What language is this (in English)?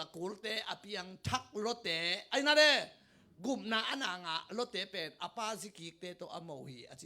Tedim Chin